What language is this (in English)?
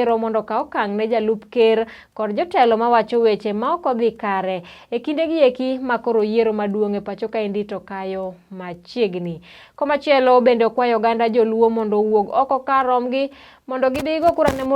Luo (Kenya and Tanzania)